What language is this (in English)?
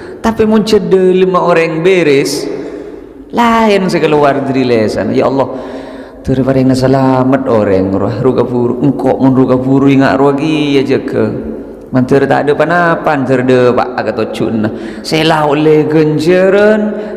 Madurese